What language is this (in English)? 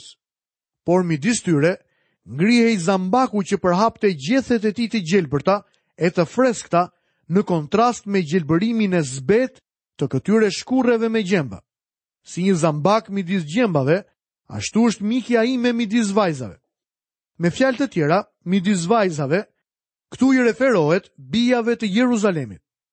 Albanian